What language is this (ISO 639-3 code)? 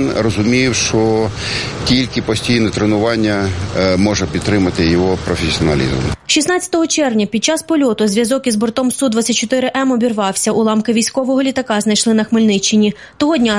ukr